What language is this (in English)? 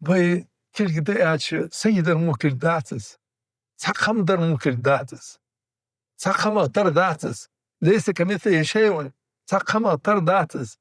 Ingush